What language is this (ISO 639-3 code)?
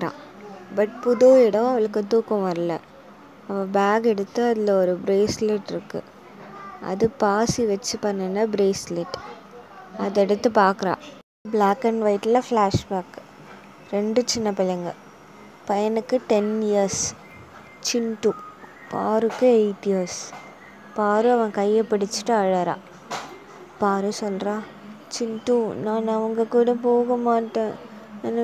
tam